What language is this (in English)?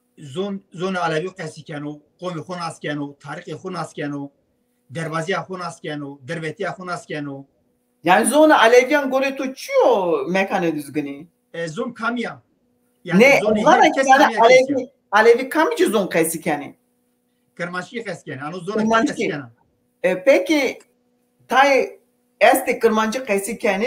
Zaza